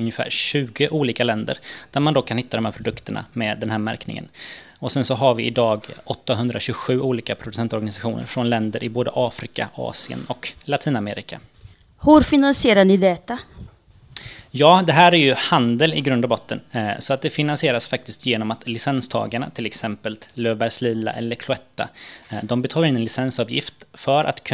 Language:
Swedish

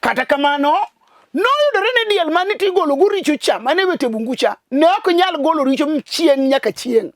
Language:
Luo (Kenya and Tanzania)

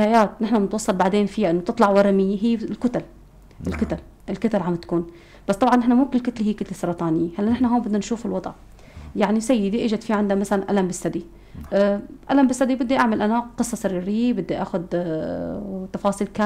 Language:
North Levantine Arabic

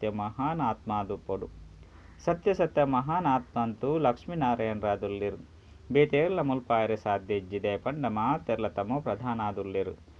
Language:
Tulu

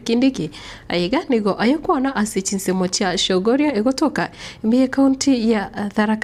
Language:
Gusii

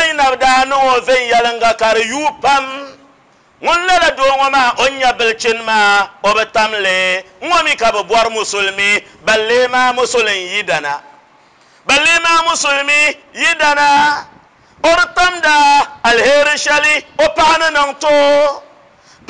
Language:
Dagbani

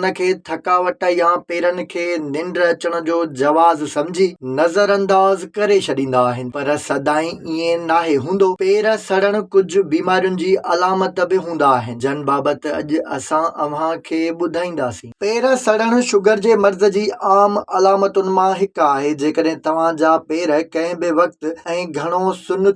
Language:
Sindhi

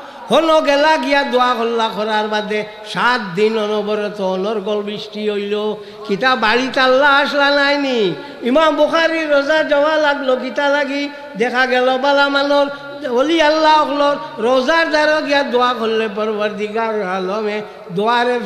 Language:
Sylheti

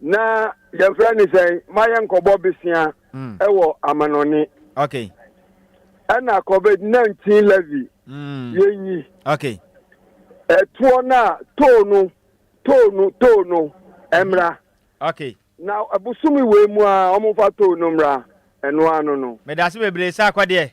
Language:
Akan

